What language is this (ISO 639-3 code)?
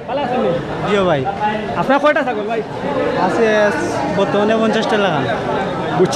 syl